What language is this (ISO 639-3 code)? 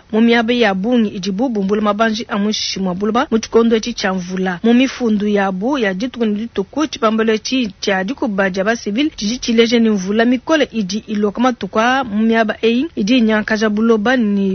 lua